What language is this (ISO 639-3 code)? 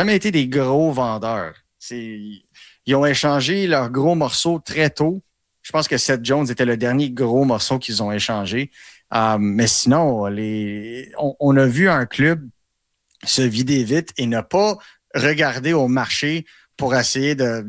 fra